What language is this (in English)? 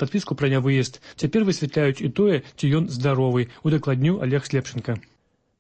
Belarusian